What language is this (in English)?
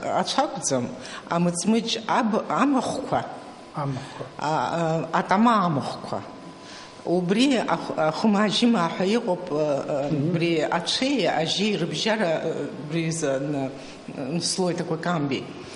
Abkhazian